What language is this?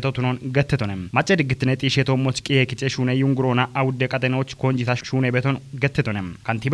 Kafa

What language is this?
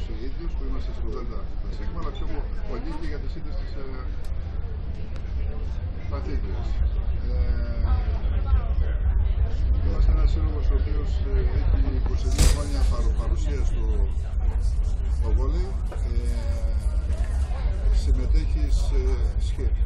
Greek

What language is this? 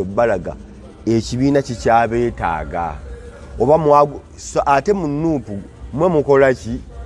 Ganda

